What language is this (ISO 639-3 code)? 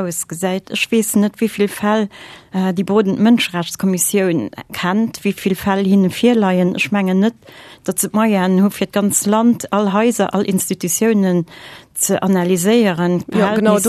ltz